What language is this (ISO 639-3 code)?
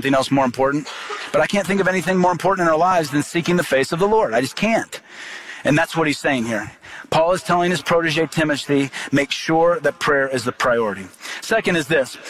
eng